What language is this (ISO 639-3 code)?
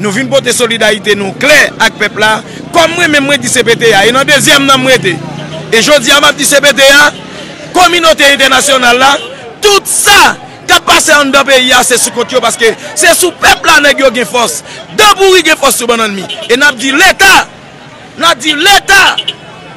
hat